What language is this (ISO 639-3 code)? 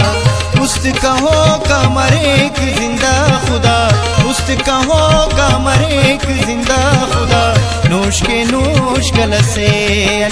brh